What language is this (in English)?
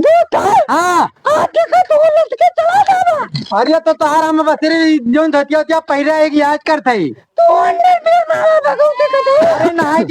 Awadhi